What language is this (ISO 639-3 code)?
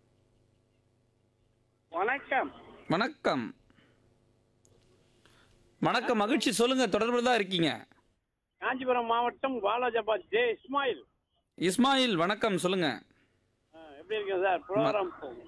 tam